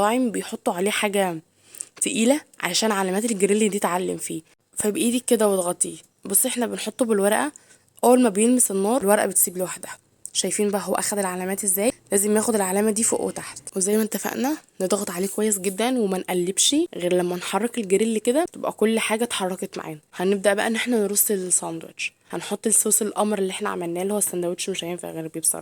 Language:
Egyptian Arabic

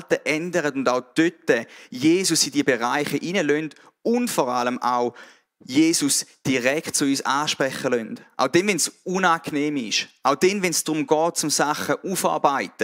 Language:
Swiss German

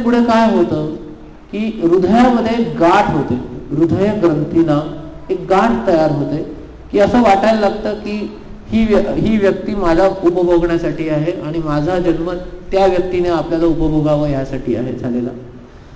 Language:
Marathi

